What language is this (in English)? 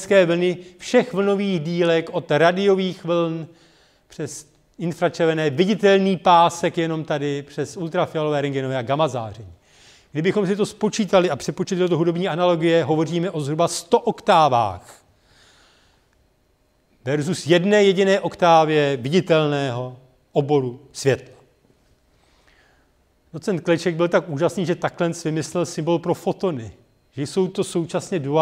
Czech